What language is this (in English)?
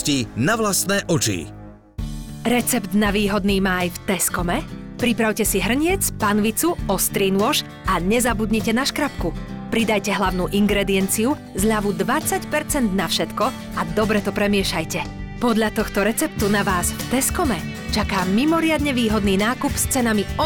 Slovak